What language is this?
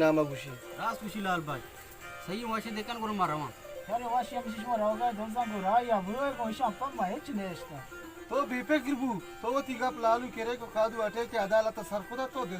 Baluchi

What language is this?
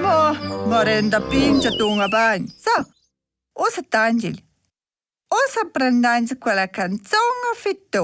Romansh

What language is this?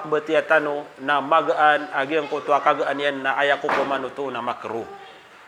Maranao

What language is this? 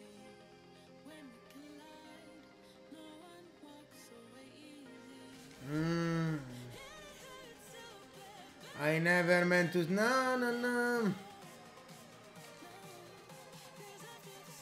Italian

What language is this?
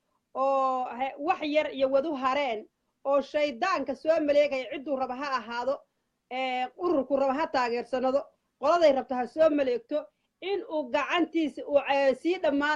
Somali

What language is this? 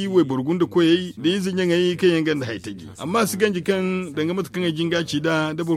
Zarma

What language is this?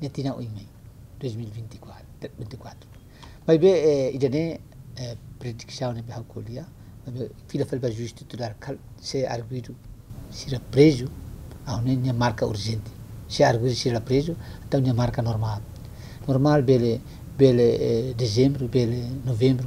Tetum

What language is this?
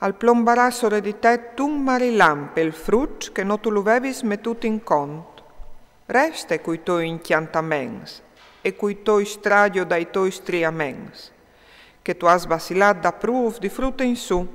Friulian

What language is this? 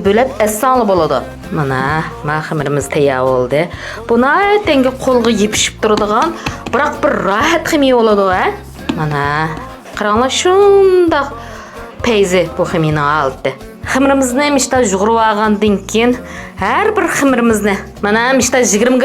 Uyghur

